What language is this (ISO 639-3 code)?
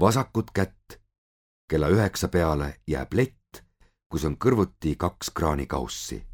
est